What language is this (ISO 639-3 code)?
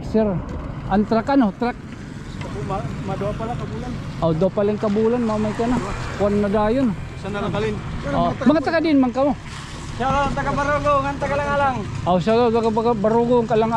war